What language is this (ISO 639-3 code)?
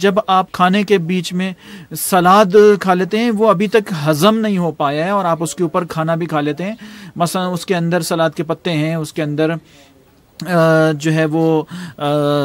urd